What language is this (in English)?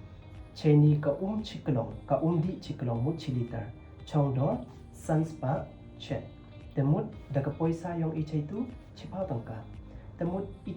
Pnar